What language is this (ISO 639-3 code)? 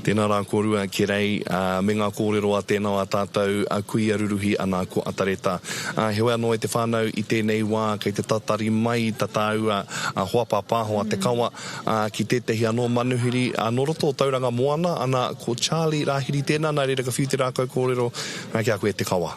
mri